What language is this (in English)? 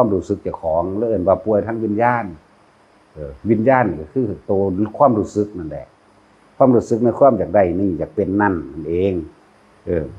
Northeastern Thai